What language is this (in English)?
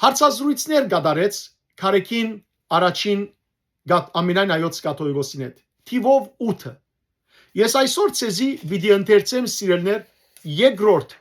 Western Armenian